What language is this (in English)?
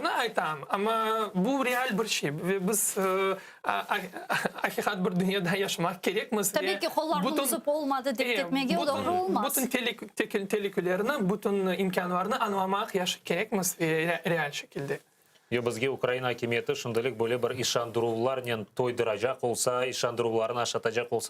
Crimean Tatar